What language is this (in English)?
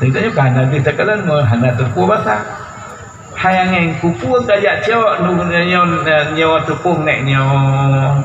Achinese